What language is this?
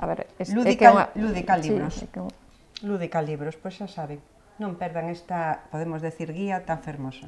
Galician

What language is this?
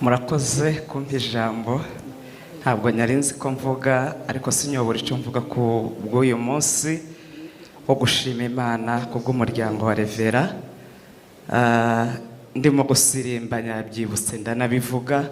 Kinyarwanda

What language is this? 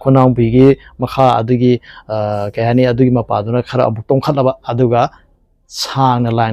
Manipuri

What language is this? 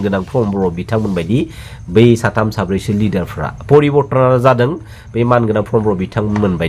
Bodo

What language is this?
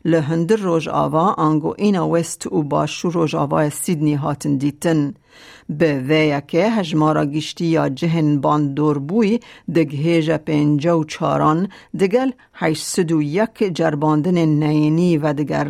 Kurdish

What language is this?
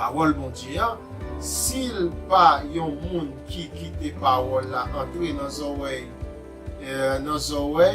Haitian Creole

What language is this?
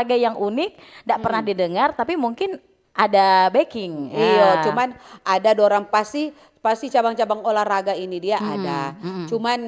Manado Malay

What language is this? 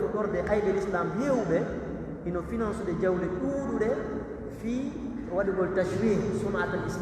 Pular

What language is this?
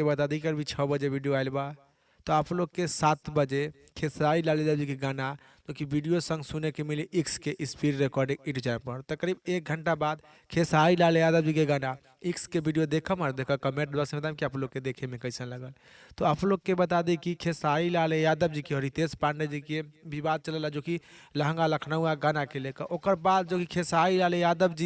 Bhojpuri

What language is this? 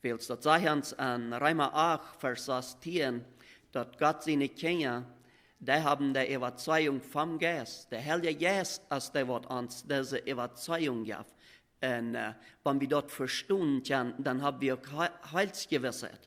Plautdietsch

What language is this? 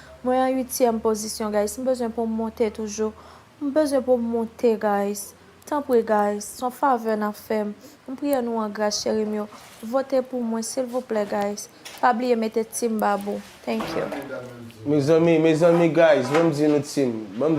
Haitian Creole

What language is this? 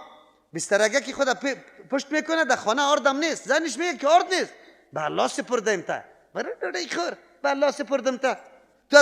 Persian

